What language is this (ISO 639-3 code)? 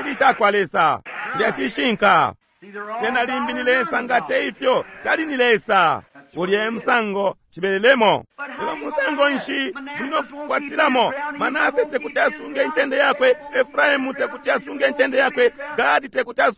bem